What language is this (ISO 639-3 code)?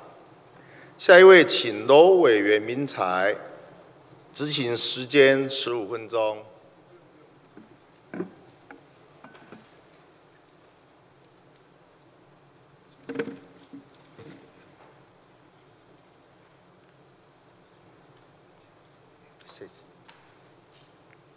zho